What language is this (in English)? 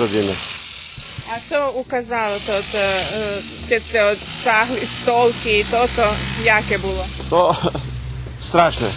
Rusyn